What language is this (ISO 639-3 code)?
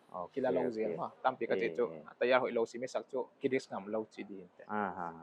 pck